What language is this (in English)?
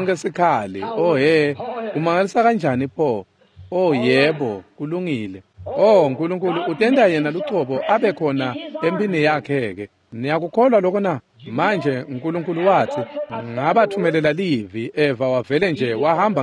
Swati